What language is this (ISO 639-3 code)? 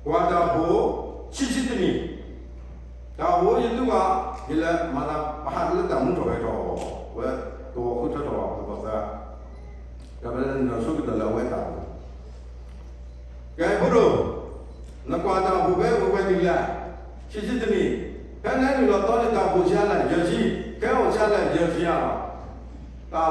ksw